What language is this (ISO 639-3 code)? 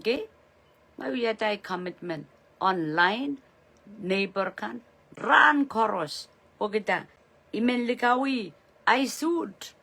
pon